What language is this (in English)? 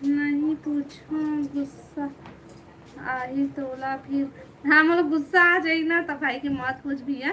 Chhattisgarhi